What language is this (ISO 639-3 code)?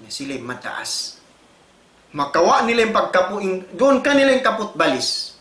tsg